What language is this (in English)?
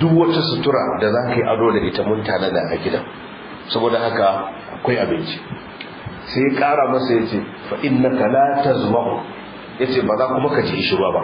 Hausa